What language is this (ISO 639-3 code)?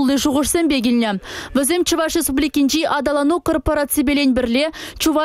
chv